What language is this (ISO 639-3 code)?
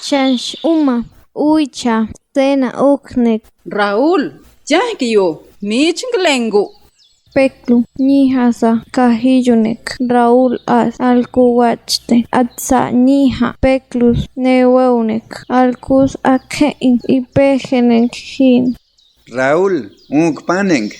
pbb